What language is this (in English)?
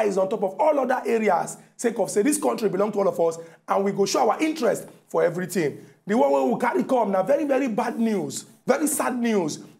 Nigerian Pidgin